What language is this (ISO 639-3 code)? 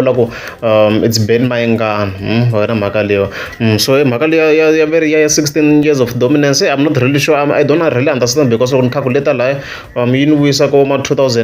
tso